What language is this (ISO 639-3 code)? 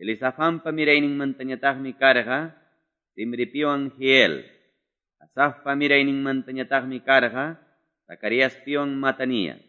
que